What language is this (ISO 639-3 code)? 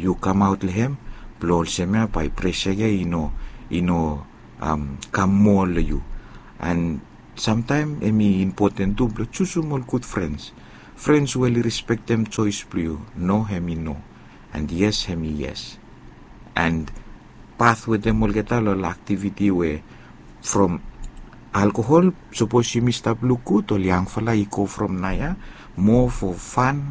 bis